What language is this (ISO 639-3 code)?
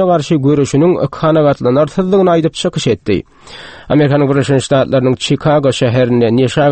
tuk